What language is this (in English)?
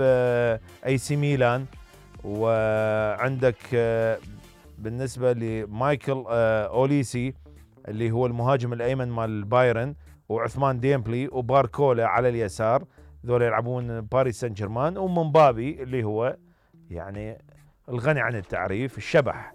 Mesopotamian Arabic